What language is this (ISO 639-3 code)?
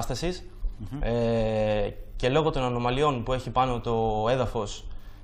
ell